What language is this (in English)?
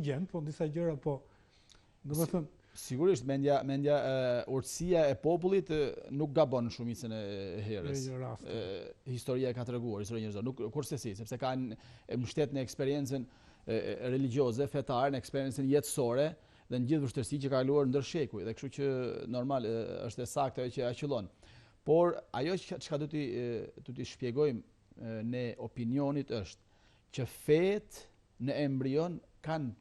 Albanian